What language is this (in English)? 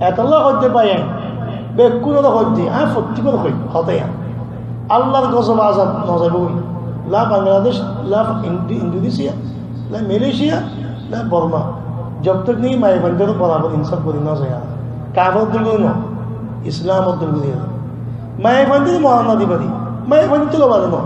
Rohingya